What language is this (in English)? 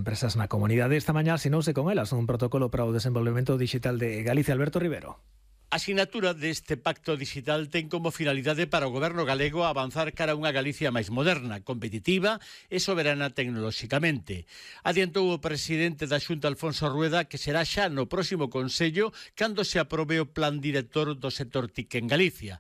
Galician